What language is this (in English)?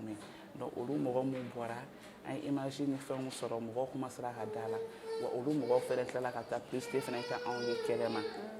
Bambara